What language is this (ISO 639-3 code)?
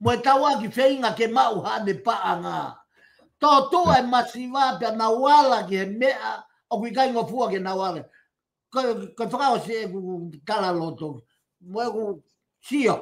ton